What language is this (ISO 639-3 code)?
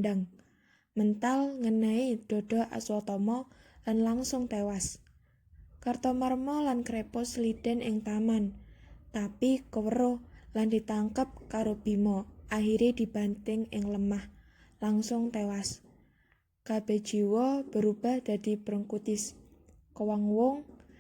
jav